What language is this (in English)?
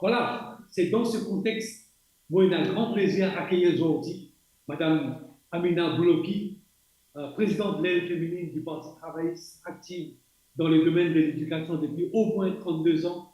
Morisyen